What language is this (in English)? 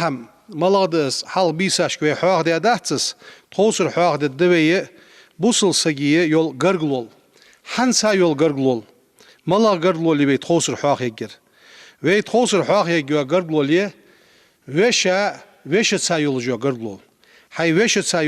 Ingush